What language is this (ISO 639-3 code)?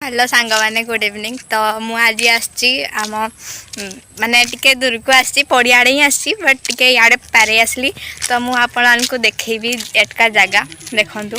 ori